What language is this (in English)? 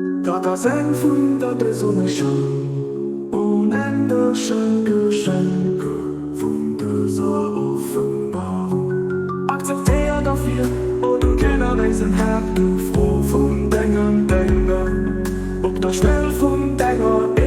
Luxembourgish